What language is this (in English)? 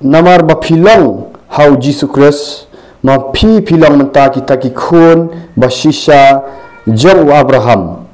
Khasi